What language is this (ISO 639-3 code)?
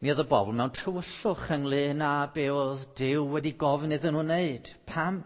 cym